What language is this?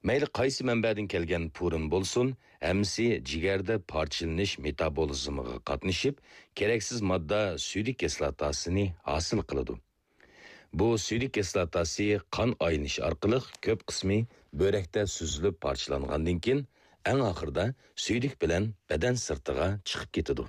Uyghur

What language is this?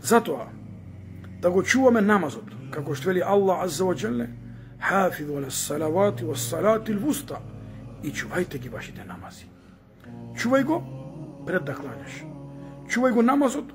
Macedonian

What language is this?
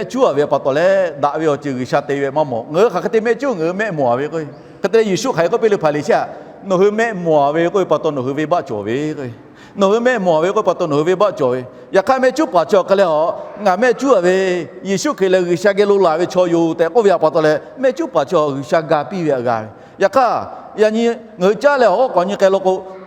Lahu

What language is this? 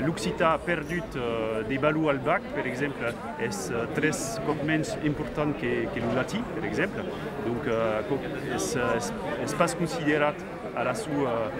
Occitan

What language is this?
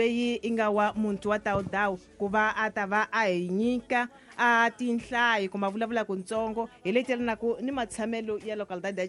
Tsonga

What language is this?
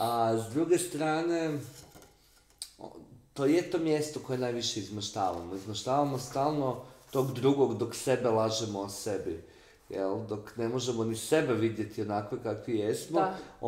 Croatian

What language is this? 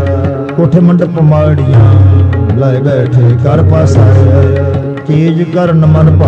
Punjabi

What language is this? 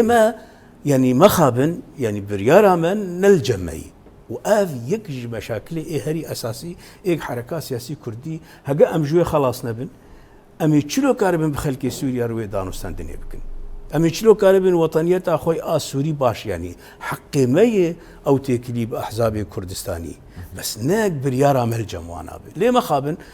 Kurdish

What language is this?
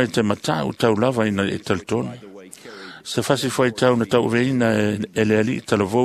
Samoan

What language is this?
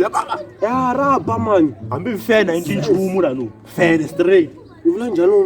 Tsonga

